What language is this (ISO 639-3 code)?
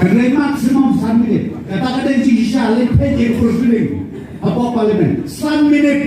kha